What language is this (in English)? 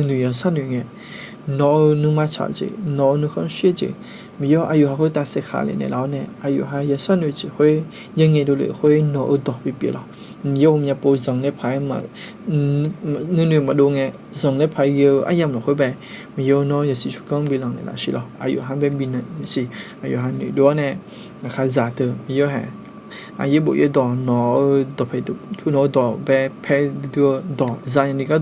Akha